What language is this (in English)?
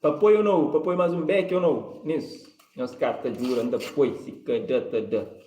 Kabuverdianu